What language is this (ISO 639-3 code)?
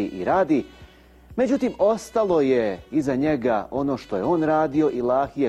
bos